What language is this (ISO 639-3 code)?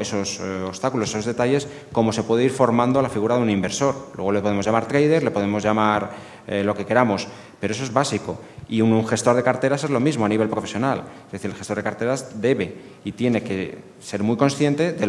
spa